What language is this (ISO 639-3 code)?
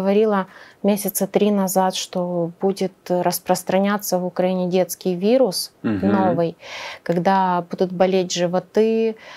rus